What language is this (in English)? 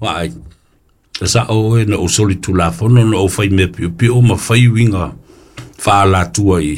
Samoan